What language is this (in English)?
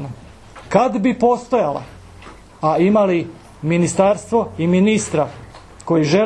Croatian